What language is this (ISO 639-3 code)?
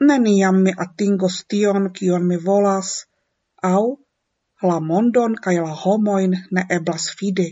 epo